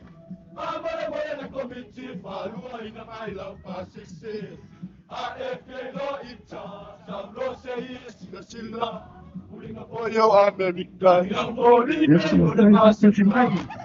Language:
Samoan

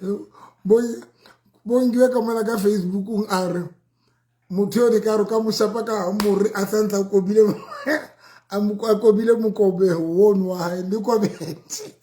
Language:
Southern Sotho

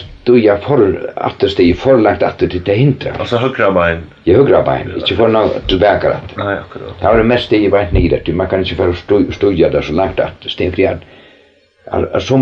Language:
Faroese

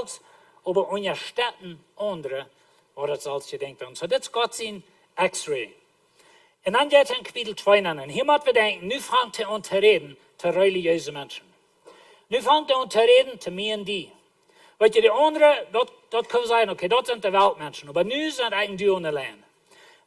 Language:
Plautdietsch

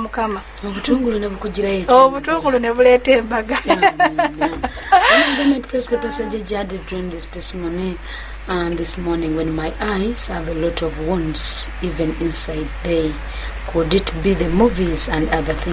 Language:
Ganda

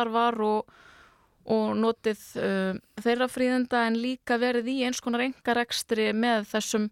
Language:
Icelandic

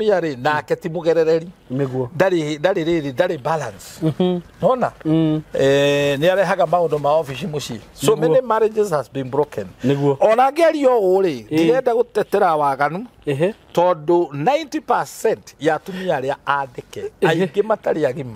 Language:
Kikuyu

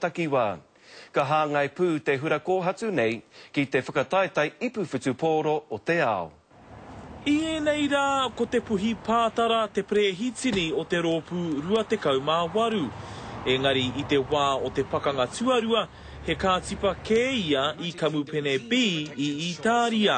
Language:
Māori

